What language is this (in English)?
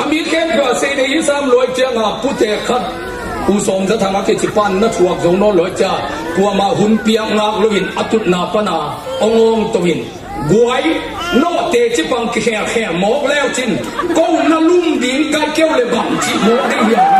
Tedim Chin